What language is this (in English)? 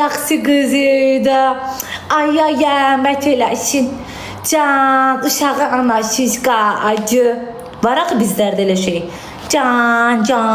Azerbaijani